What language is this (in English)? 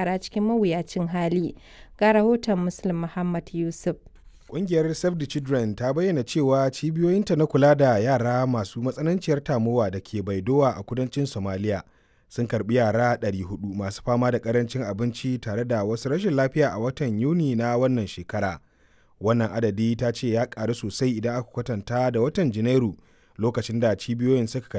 Hausa